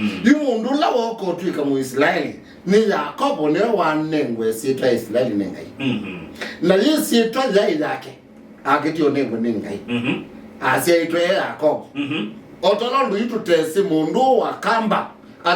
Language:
Kamba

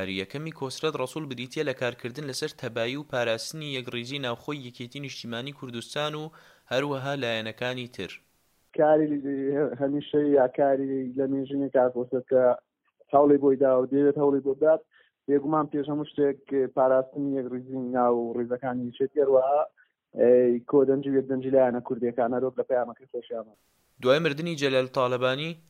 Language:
Central Kurdish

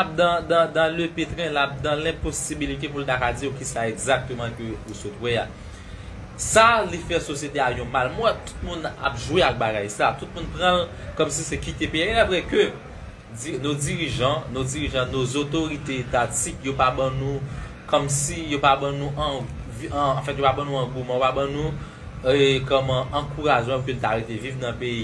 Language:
Haitian Creole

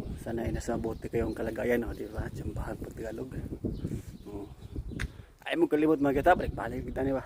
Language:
Cebuano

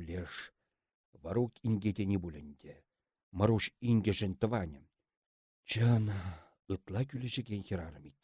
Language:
Chuvash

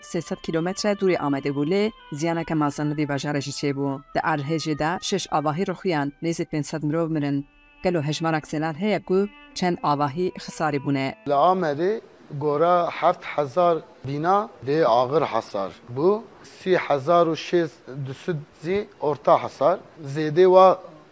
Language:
Kurdish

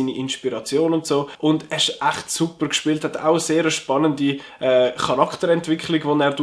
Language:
Swiss German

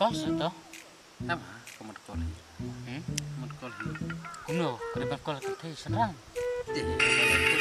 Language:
Khasi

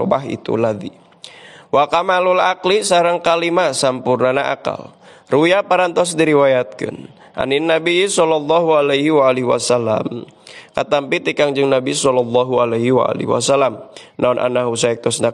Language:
Sundanese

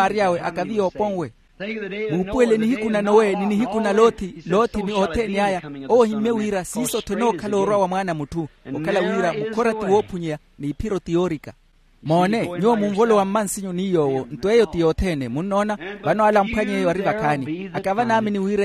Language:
Makhuwa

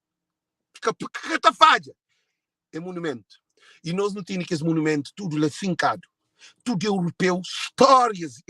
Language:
Kabuverdianu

